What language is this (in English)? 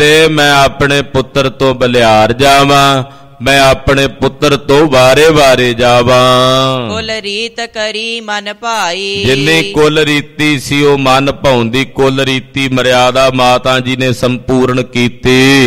Punjabi